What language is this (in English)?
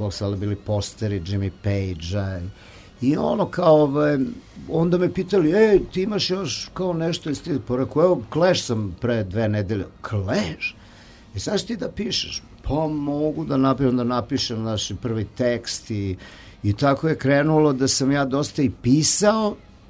Serbian